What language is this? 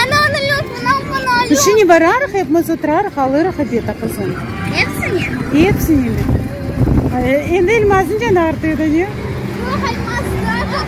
Crimean Tatar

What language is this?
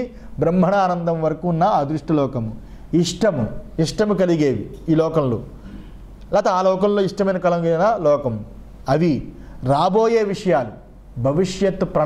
Telugu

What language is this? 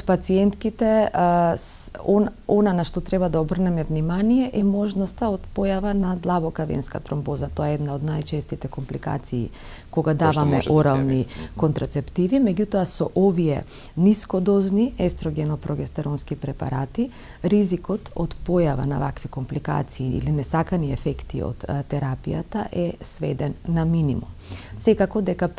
Macedonian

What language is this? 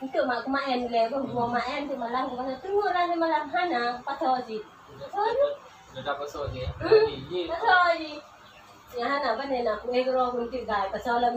Achinese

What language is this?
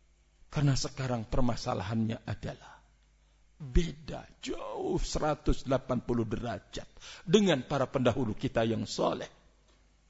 Indonesian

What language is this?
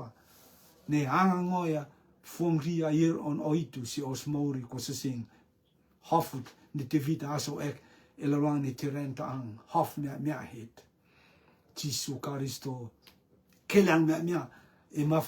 Rotuman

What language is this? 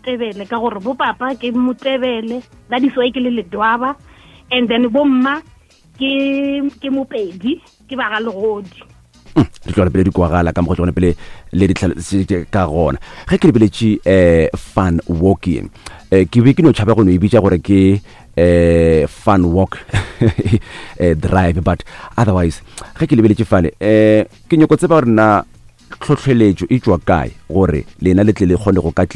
Northern Sotho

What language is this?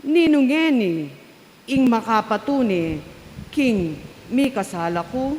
Pampanga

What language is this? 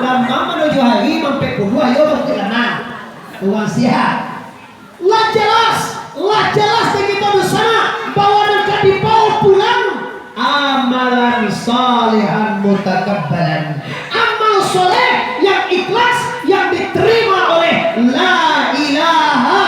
Minangkabau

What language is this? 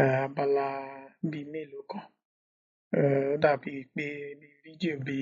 Yoruba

